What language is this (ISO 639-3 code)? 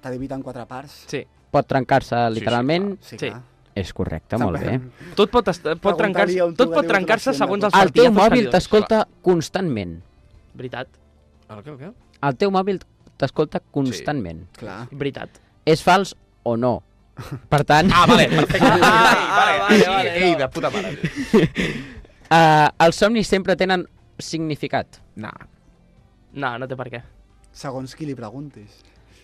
cat